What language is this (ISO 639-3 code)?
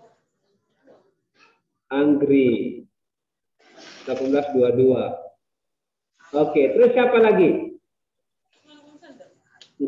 ind